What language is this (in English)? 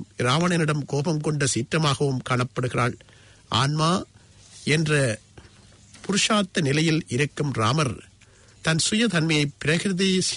Tamil